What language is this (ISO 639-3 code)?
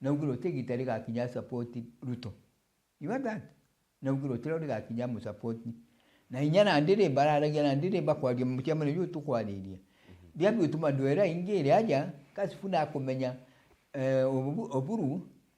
mer